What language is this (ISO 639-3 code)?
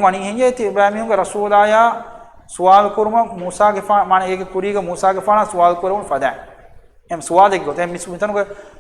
div